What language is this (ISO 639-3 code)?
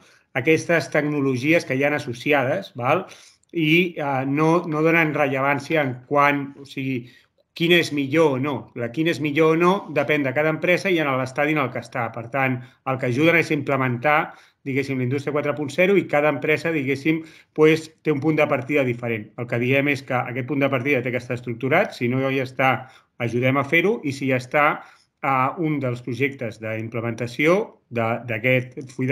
cat